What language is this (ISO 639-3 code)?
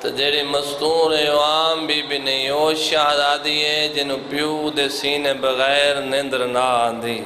skr